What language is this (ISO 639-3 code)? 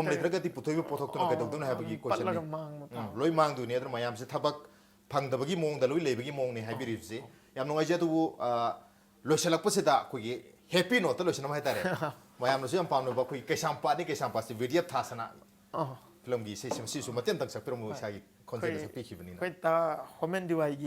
mni